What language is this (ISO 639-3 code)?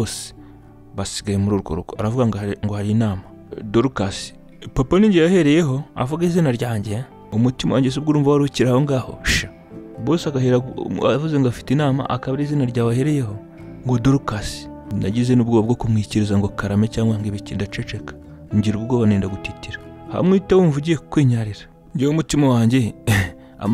kin